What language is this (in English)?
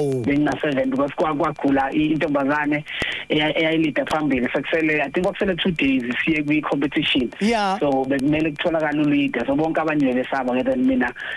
Zulu